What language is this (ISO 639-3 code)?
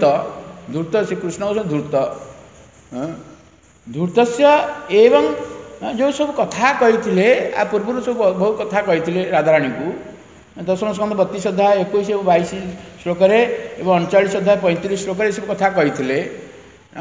ori